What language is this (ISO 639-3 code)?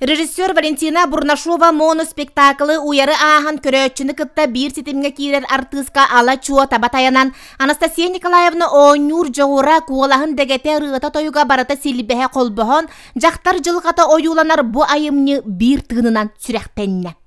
sah